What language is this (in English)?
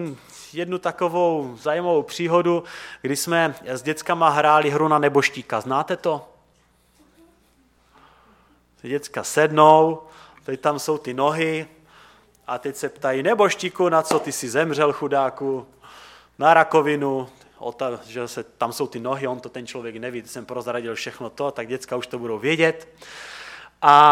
Czech